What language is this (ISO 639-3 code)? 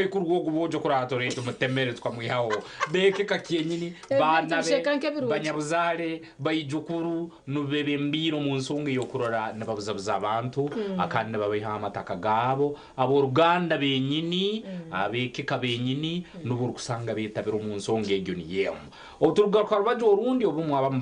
nyn